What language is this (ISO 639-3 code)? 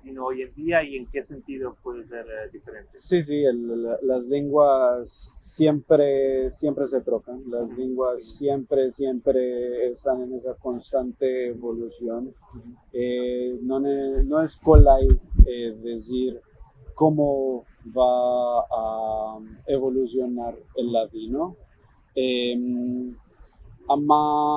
lad